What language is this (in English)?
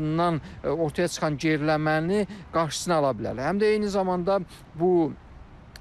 Azerbaijani